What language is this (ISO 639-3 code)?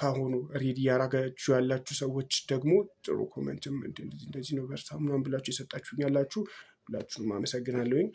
amh